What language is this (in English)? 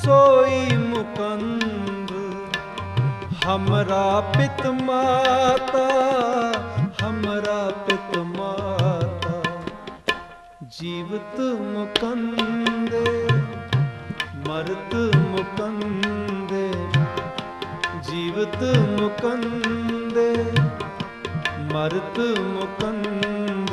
Punjabi